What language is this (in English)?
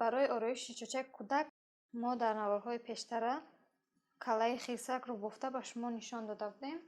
Tajik